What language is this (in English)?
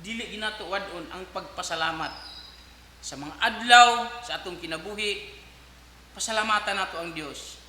Cebuano